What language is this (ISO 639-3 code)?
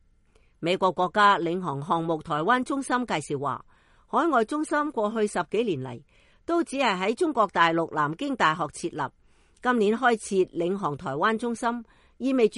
yue